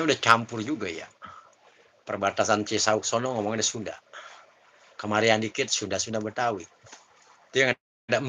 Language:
Betawi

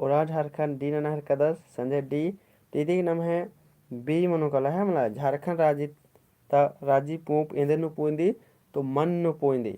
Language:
Kurukh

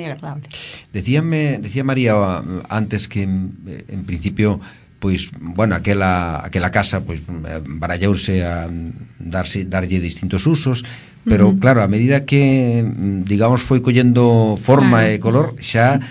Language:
Galician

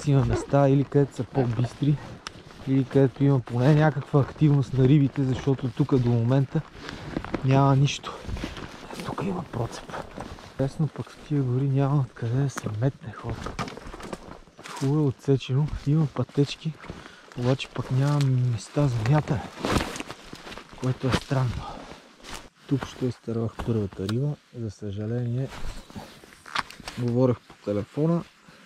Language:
Bulgarian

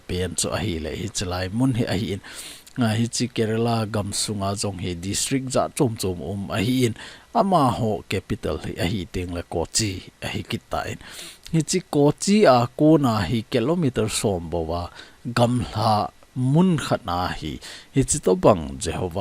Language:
Thado Chin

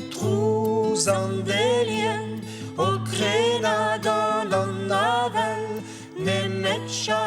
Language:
Breton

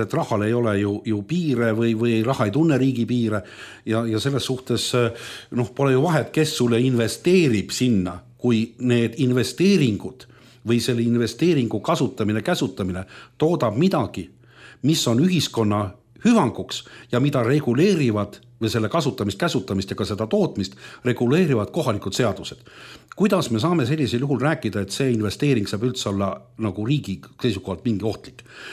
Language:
Estonian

